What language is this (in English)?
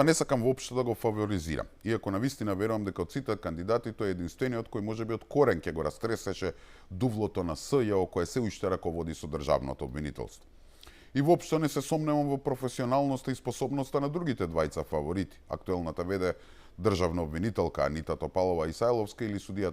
Macedonian